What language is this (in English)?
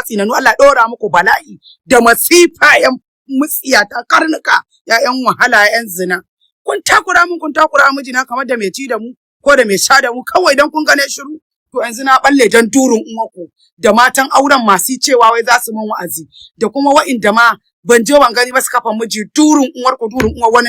Hausa